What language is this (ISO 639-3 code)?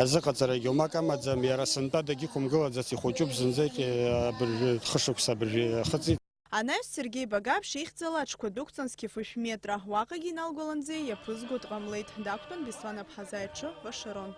abk